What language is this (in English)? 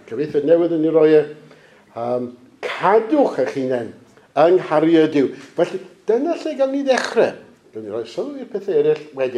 Welsh